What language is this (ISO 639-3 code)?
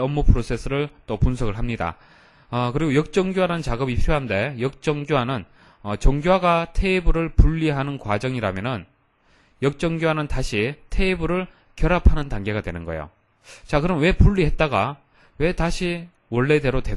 kor